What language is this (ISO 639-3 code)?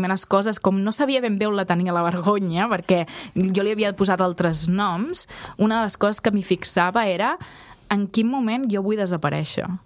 cat